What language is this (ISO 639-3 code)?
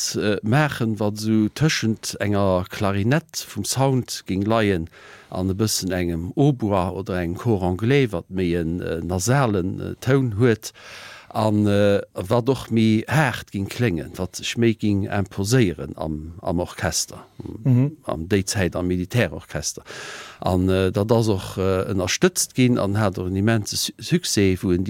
ltz